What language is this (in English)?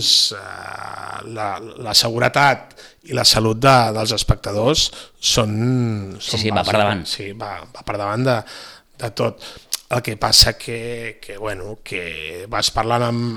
Catalan